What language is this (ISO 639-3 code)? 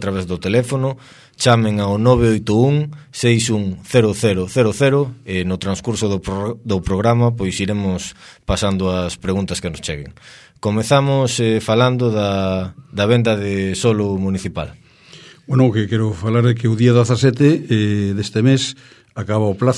glg